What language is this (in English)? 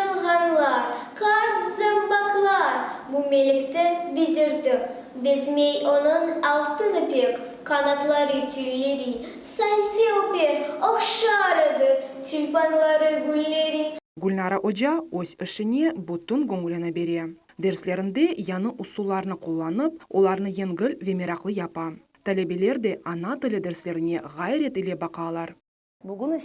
Crimean Tatar